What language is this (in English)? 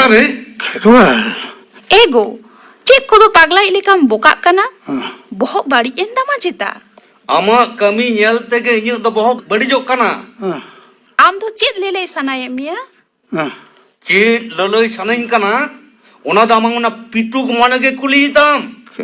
Santali